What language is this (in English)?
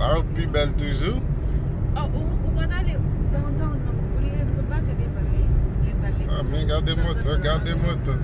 Haitian Creole